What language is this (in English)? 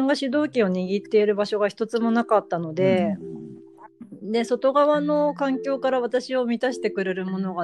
Japanese